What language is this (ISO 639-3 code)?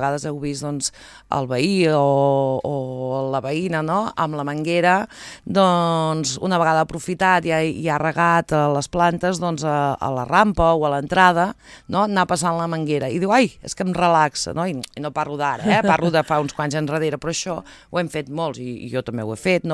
cat